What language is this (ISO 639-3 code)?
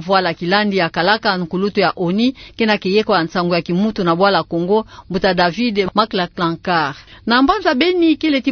ktu